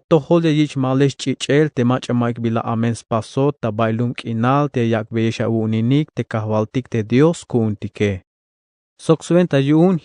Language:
Tzeltal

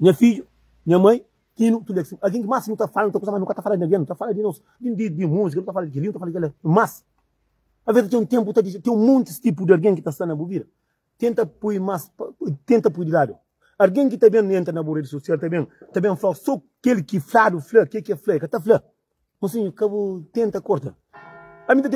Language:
Kabuverdianu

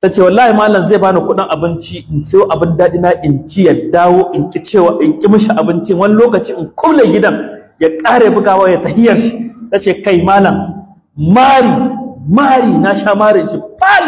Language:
Hausa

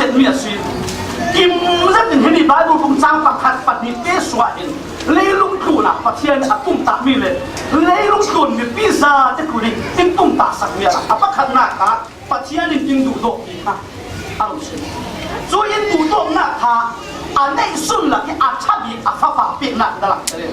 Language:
Falam Chin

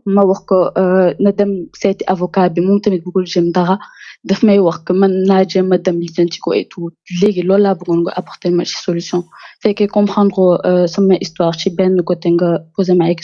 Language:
Wolof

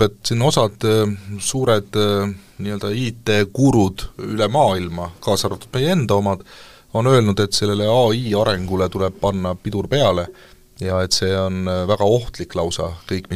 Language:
Estonian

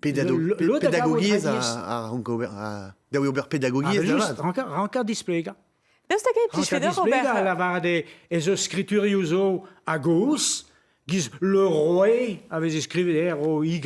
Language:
Breton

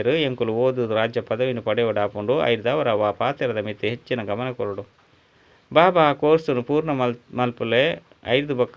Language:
Tulu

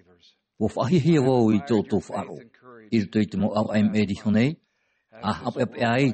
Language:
Tahitian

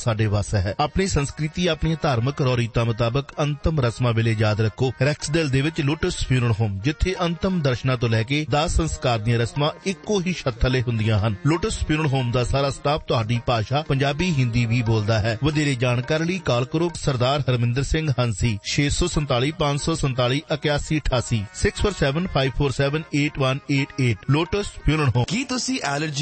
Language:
Punjabi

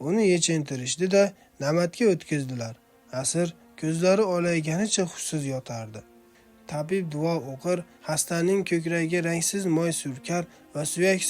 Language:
Uzbek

